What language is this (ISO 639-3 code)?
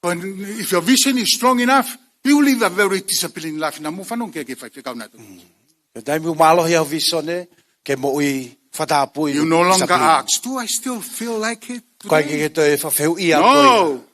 ton